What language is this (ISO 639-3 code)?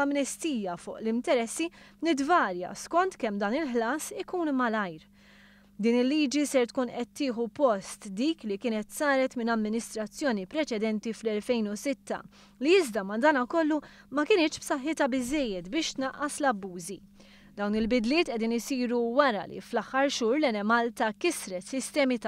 mlt